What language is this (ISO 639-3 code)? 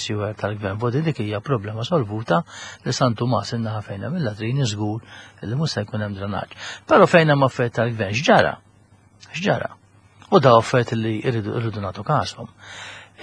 mlt